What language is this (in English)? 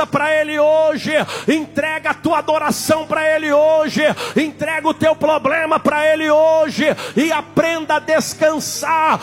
Portuguese